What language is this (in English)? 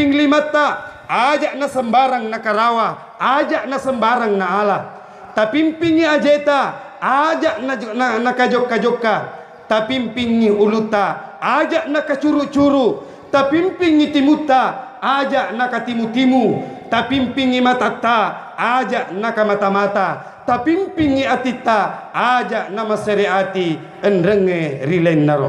Buginese